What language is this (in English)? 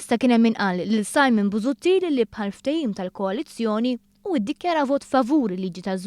Maltese